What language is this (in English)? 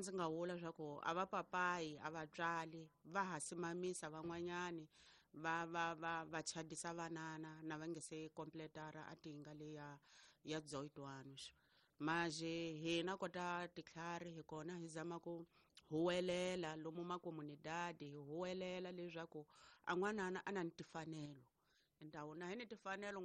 Tsonga